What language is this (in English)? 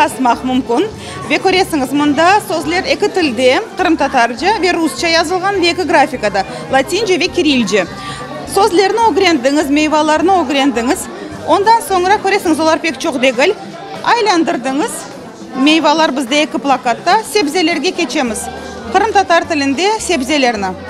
Crimean Tatar